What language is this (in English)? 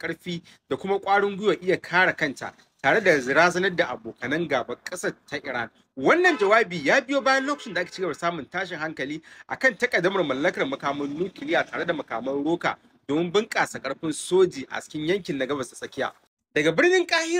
Hausa